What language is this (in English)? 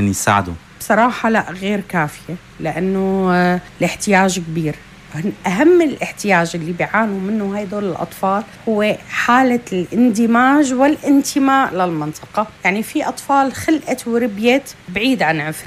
North Levantine Arabic